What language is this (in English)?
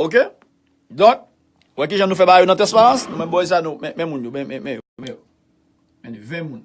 Haitian Creole